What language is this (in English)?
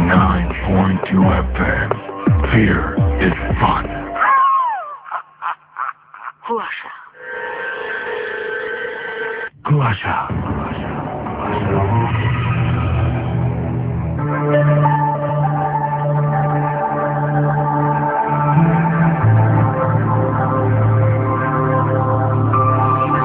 Bangla